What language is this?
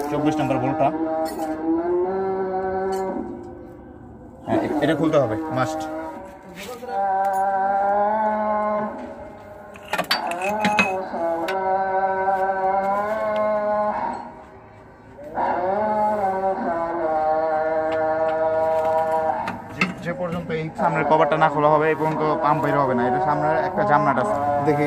Bangla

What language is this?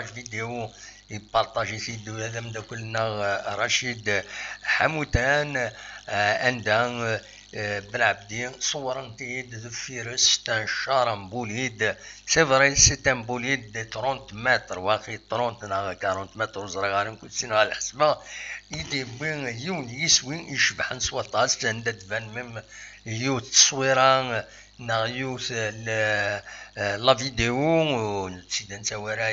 Kabyle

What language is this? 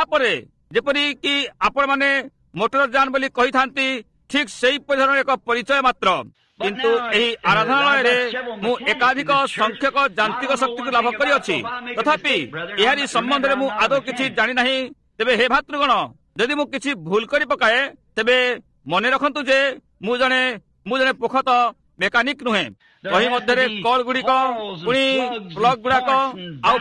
Odia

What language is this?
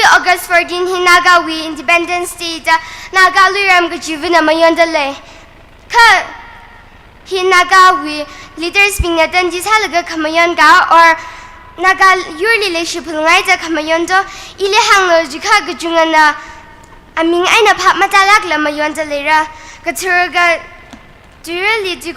Tangkhul Naga (India)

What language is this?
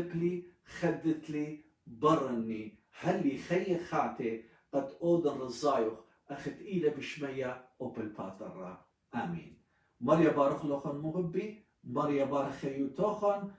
Assyrian Neo-Aramaic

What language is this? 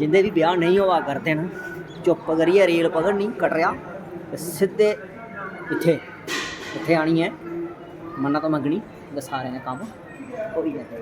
Dogri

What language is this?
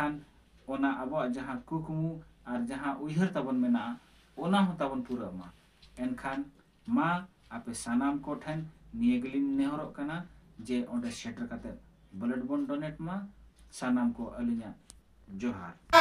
Santali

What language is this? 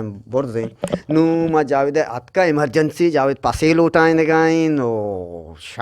Eastern Balochi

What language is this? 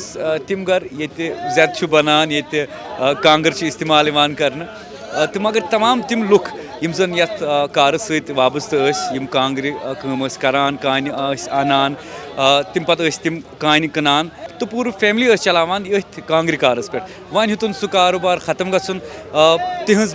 Kashmiri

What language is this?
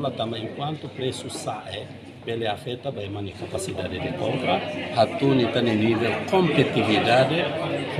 Tetum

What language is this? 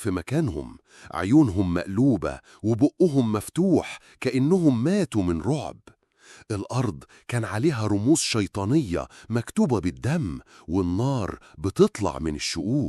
Egyptian Arabic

